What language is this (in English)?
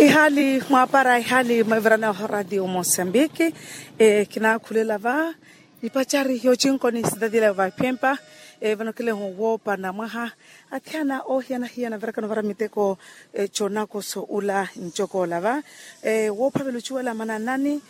Makhuwa